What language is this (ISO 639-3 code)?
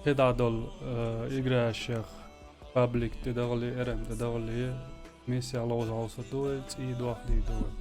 che